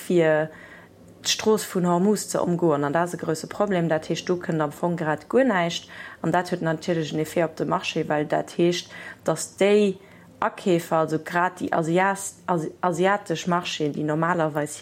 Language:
Luxembourgish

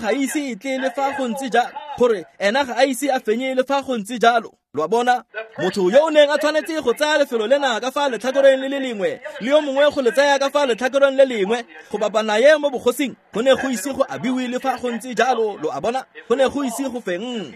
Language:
Tswana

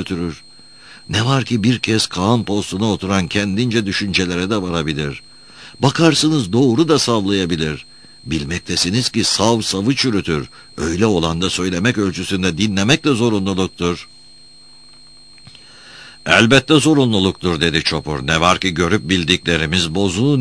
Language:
Turkish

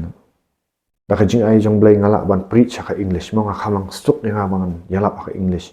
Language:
Khasi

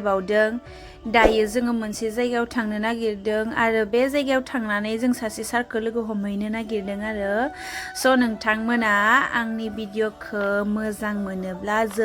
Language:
Bodo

